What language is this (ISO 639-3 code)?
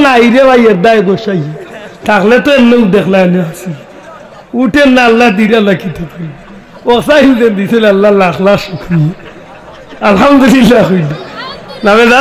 syl